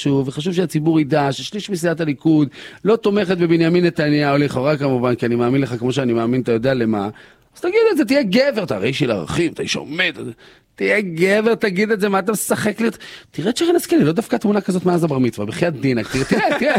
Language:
Hebrew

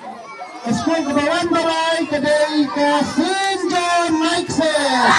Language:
Khasi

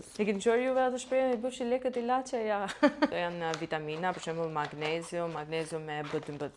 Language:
Albanian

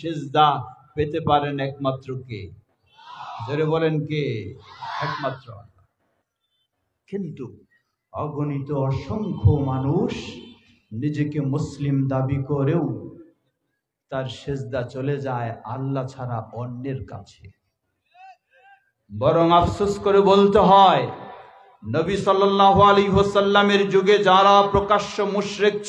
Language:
Bangla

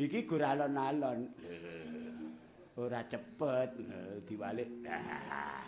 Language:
Javanese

